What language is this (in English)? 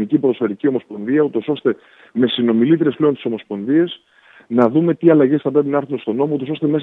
Greek